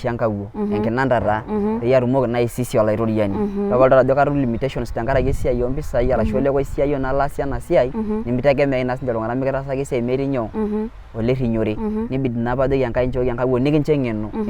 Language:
Masai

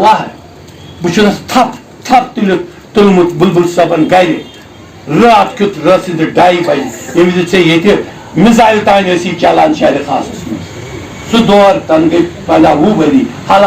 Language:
Kashmiri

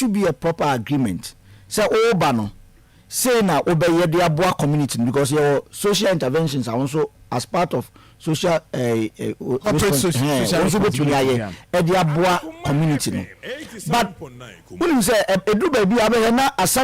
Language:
Akan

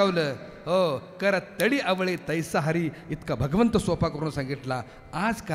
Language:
Marathi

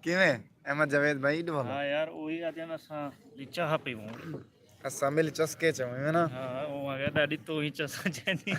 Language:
Saraiki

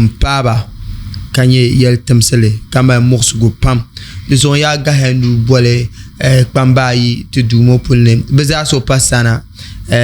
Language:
Dagbani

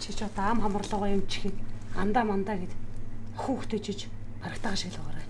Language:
Mongolian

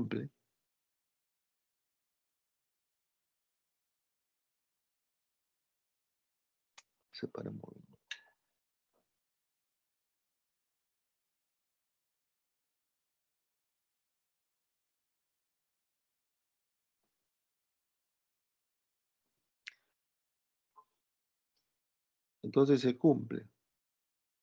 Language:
Spanish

